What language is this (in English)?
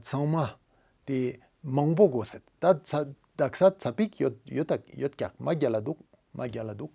Tibetan